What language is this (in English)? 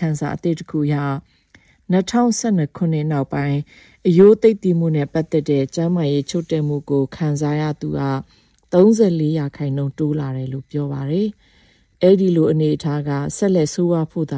Burmese